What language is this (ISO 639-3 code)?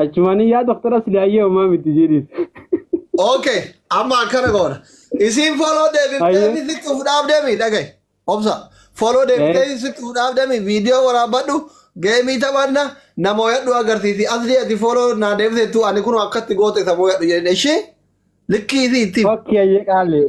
orm